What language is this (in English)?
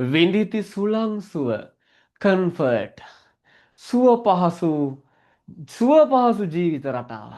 Sinhala